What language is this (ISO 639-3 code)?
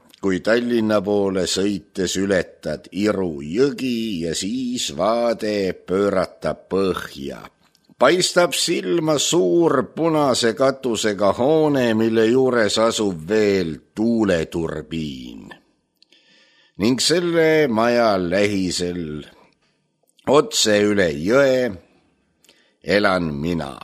est